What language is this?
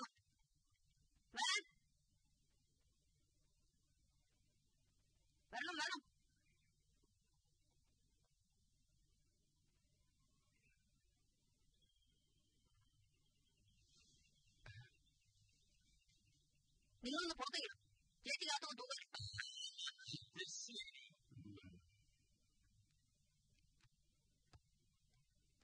Malayalam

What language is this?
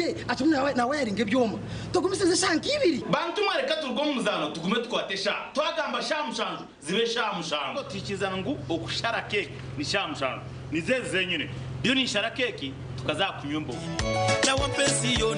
Nyankole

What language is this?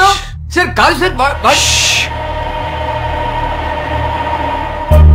Telugu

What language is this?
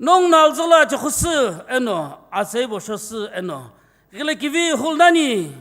Sumi Naga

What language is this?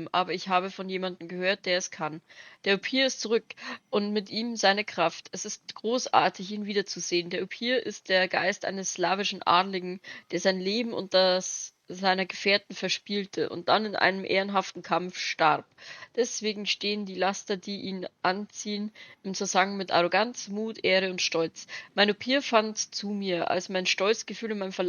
Bavarian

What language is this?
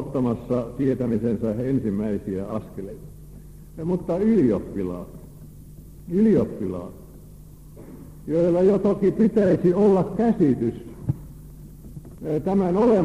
Finnish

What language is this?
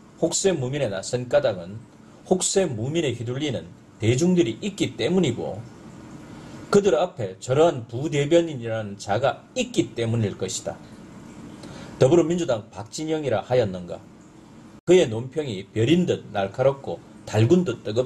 Korean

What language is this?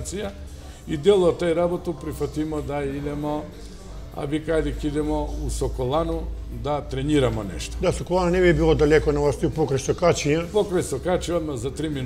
Macedonian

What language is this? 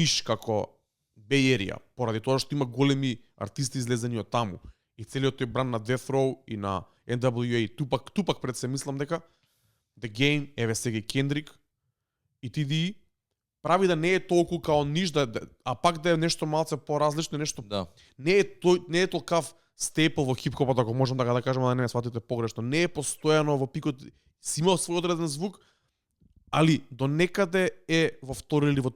Macedonian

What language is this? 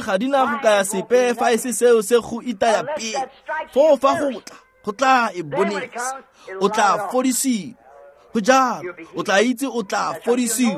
Tswana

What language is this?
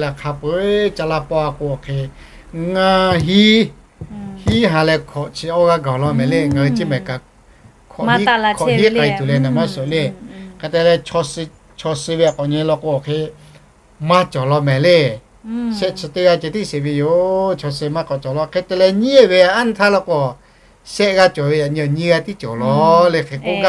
Lahu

